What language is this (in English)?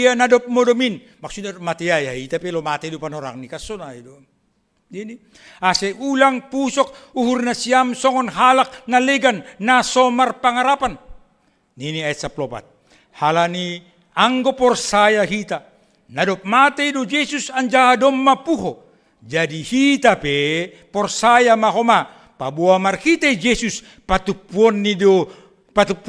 Batak Simalungun